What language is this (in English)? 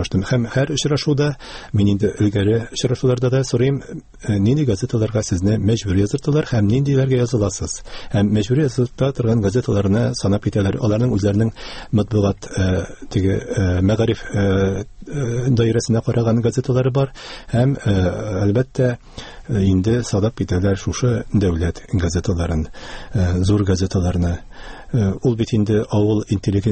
Tatar